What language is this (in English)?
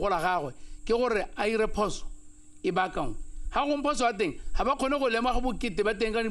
Tswana